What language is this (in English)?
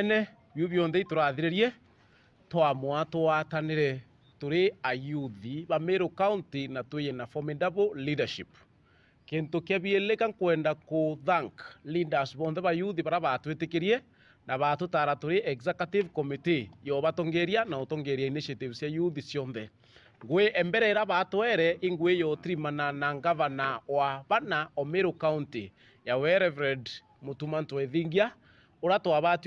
Meru